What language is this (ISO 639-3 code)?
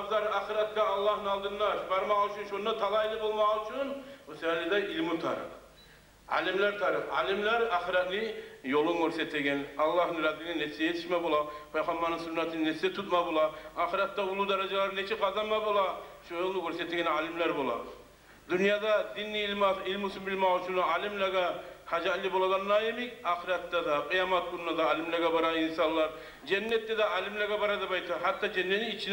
kum